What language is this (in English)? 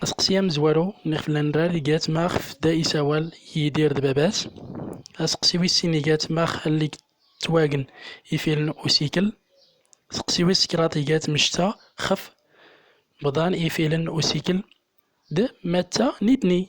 Central Atlas Tamazight